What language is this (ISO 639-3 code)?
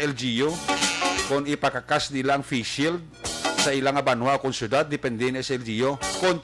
hil